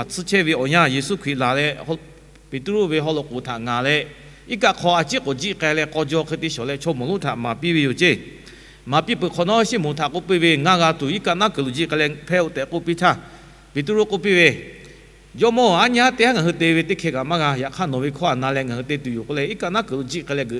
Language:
Lahu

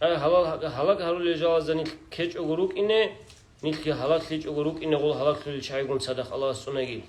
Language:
Avaric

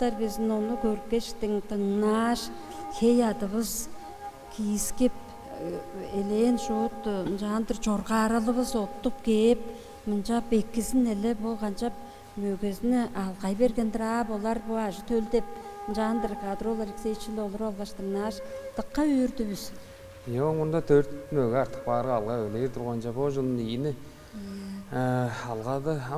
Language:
Tuvinian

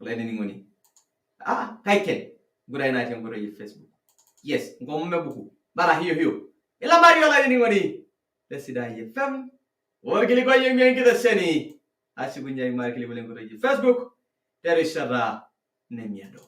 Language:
Masai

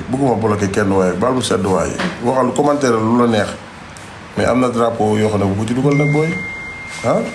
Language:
Wolof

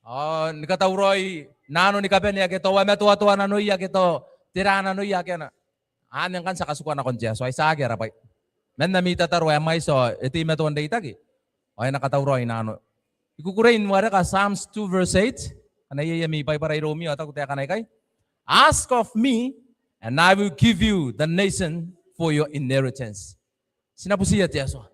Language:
Gilbertese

